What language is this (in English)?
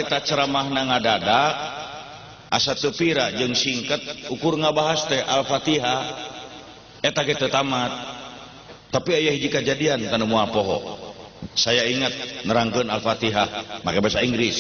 Sundanese